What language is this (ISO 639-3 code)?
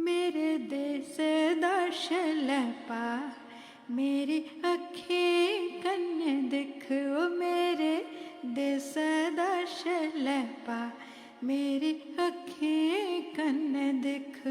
doi